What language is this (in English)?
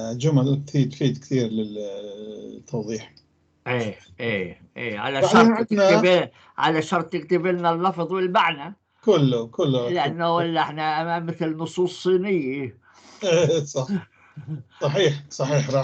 North Levantine Arabic